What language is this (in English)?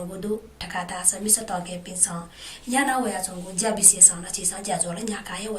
Newari